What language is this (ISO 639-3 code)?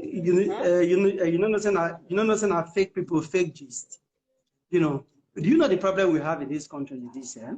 pcm